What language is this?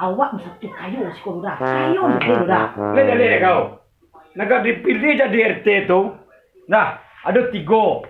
Minangkabau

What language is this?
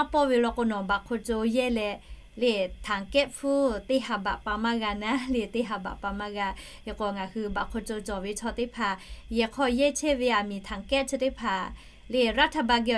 Lahu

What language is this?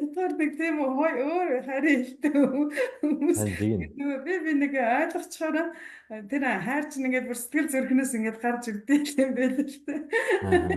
Mongolian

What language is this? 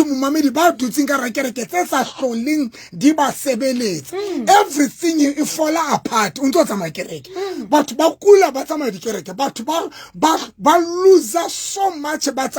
Southern Sotho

